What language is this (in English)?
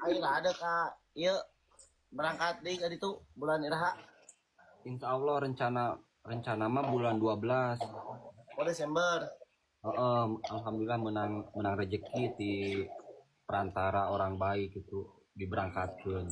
Sundanese